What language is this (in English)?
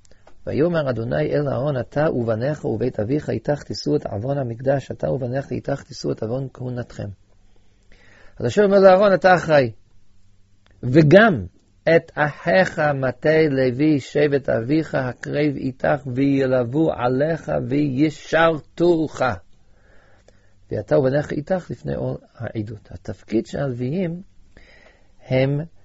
Hebrew